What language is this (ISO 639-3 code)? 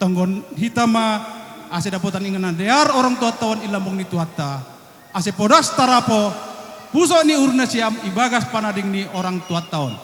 bts